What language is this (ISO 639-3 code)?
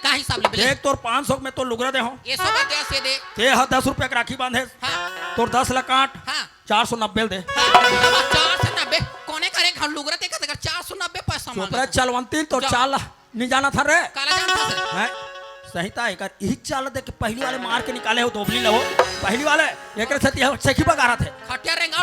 hne